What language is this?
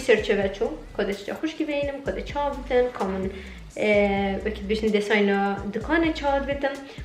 Kurdish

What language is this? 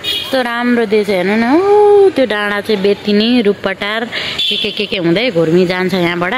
Nepali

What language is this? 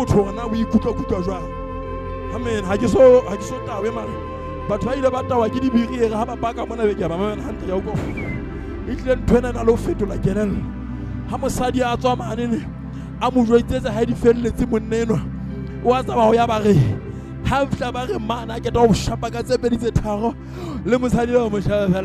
Southern Sotho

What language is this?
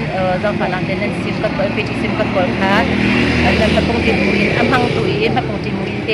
Hakha Chin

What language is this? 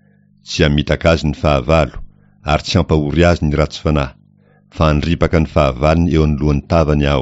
Malagasy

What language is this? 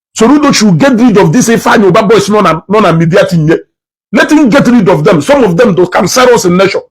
Igbo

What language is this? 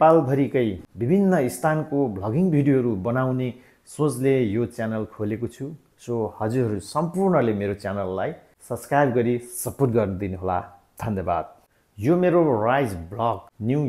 Nepali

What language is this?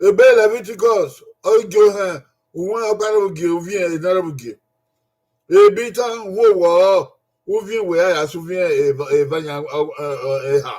Bini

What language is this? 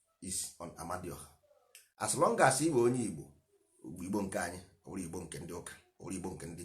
Igbo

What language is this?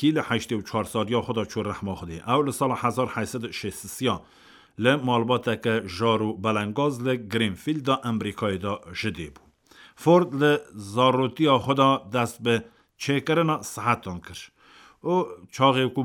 Kurdish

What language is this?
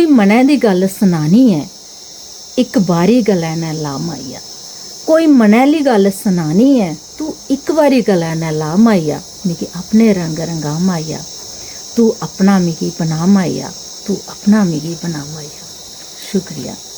Dogri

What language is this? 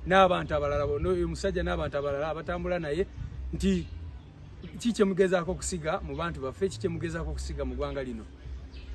Ganda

